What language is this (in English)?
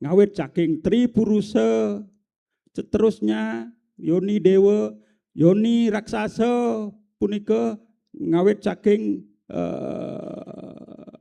Balinese